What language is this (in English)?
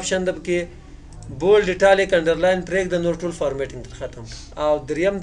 Pashto